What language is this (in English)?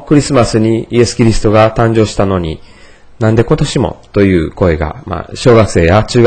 Japanese